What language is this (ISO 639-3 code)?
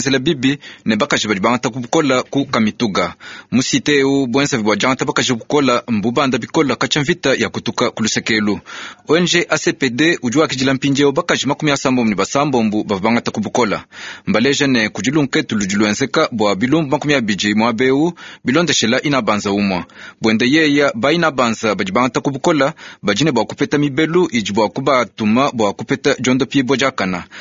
lua